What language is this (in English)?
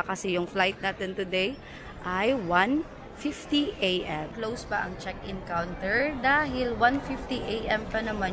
Filipino